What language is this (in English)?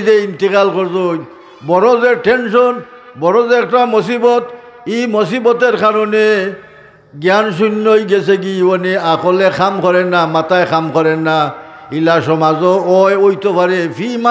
Sylheti